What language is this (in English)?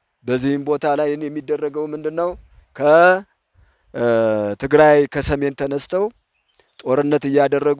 Amharic